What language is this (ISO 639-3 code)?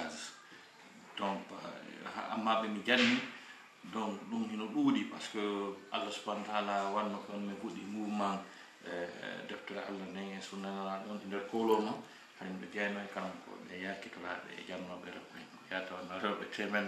ful